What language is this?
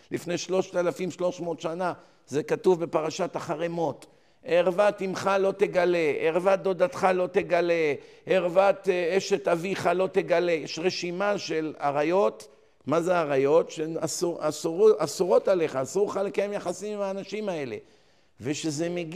Hebrew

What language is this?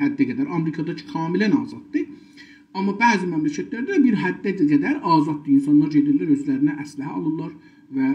South Azerbaijani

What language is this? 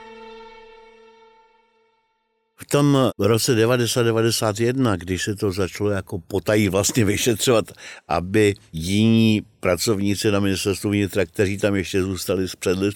Czech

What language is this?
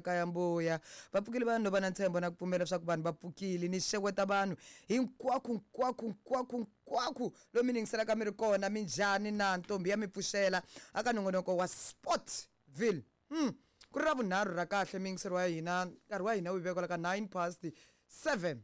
Tsonga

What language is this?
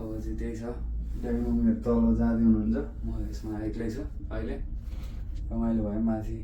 Nepali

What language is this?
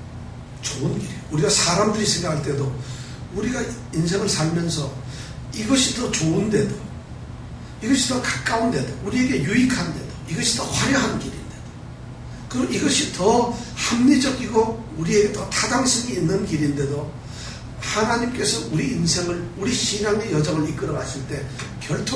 Korean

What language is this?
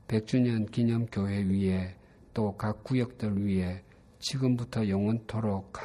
Korean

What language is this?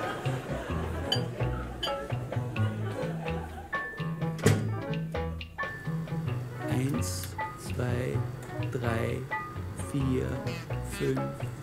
German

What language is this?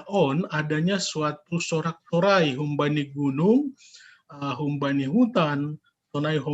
Batak Simalungun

